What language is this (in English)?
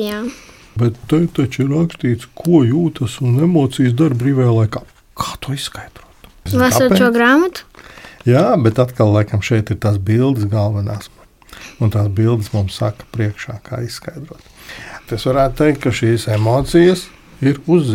Latvian